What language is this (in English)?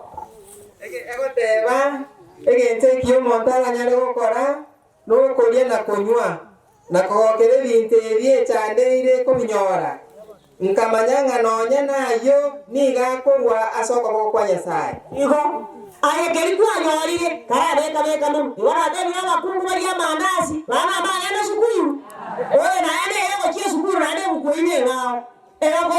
Gusii